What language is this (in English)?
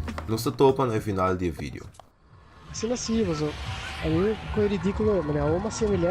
Papiamento